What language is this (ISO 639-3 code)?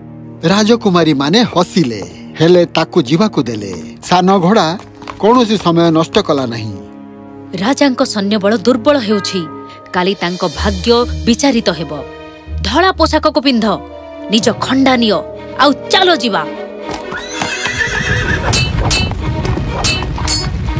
ori